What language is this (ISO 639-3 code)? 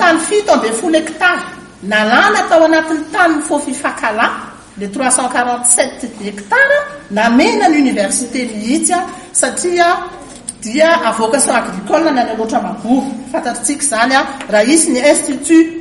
mlg